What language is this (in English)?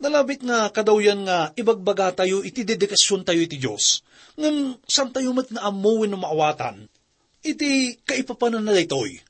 Iloko